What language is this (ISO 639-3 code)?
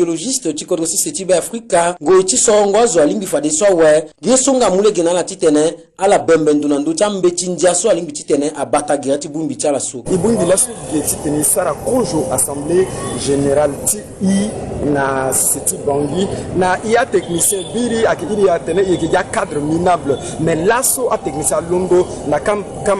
sag